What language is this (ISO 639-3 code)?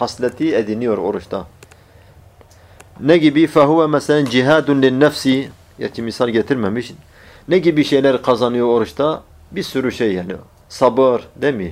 tur